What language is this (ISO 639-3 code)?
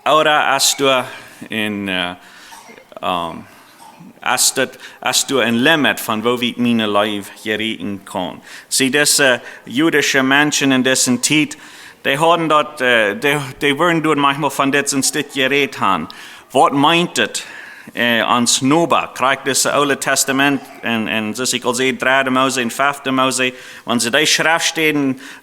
pdt